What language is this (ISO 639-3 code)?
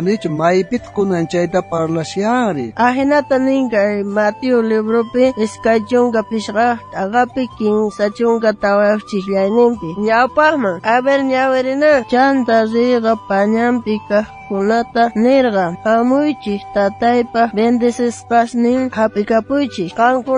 quh